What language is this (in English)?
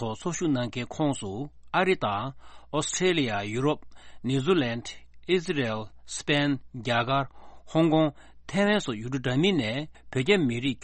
Tibetan